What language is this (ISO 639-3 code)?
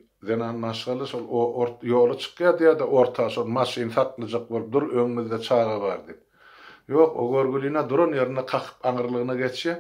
tuk